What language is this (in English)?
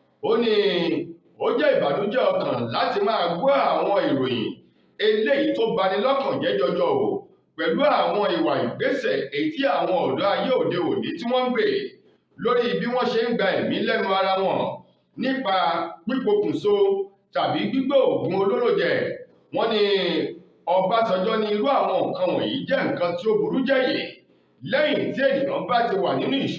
Yoruba